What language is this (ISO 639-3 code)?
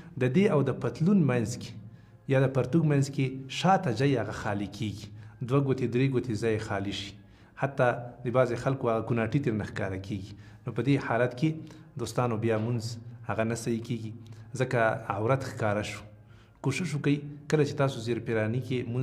pus